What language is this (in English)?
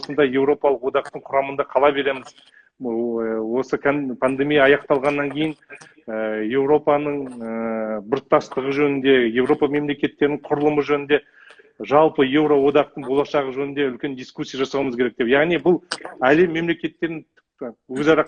Kazakh